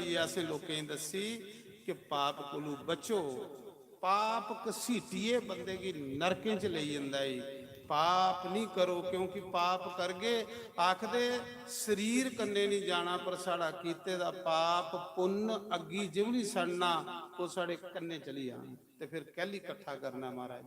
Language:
Dogri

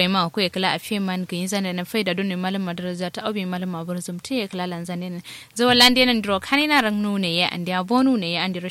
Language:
Kanuri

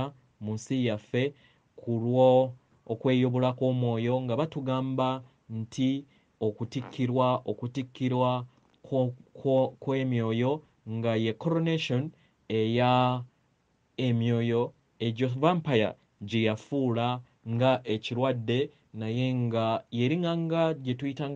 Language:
Ganda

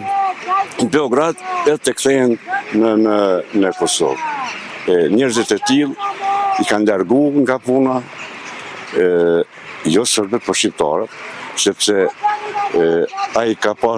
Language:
Albanian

